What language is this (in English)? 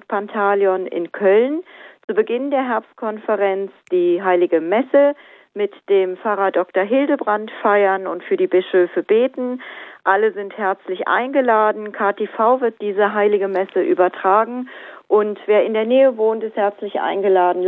German